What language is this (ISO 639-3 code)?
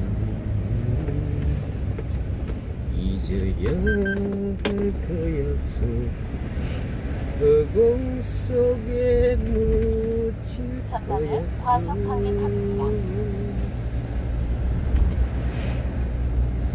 kor